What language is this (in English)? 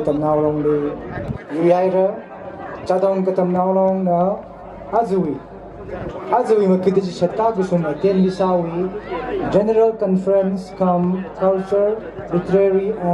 Tangkhul Naga (India)